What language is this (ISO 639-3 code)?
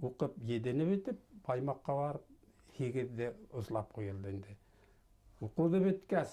bak